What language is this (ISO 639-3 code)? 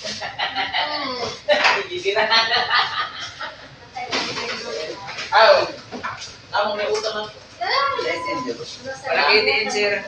ceb